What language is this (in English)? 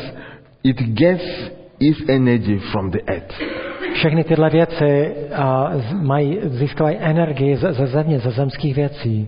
Czech